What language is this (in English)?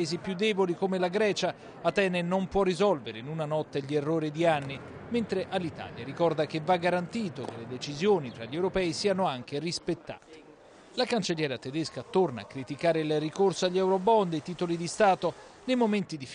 Italian